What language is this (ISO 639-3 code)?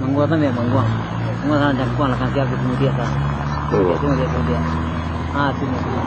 min